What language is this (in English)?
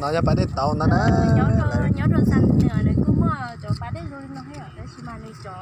Hmong